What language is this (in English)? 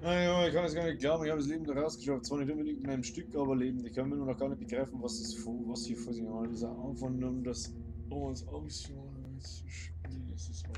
Bavarian